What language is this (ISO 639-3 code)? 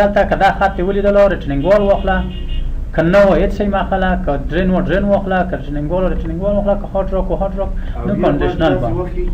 pus